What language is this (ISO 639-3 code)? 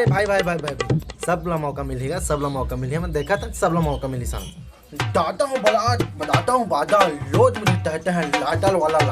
hne